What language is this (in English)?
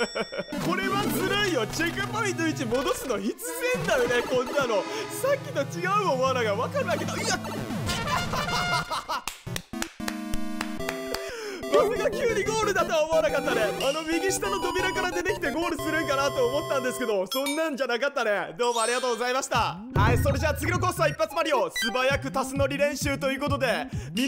Japanese